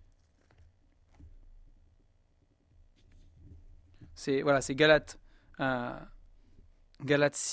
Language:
French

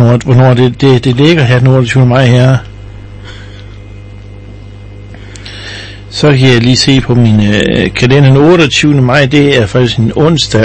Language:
Danish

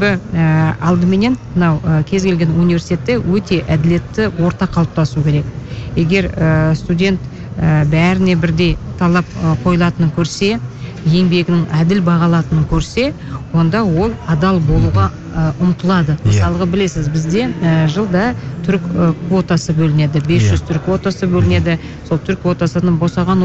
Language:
Kazakh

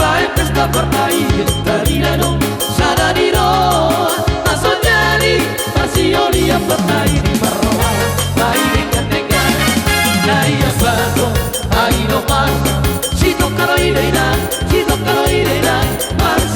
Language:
Batak Toba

